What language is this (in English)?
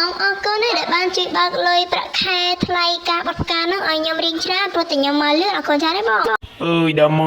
Khmer